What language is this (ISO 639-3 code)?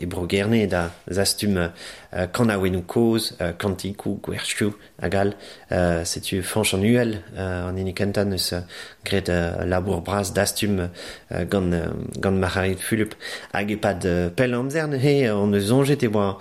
bre